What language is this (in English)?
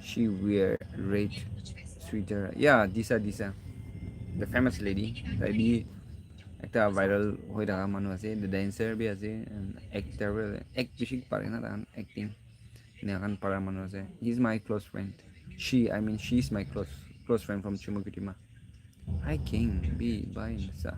Naga Pidgin